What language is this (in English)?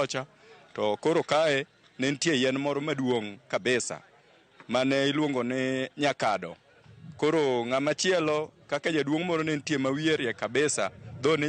Luo (Kenya and Tanzania)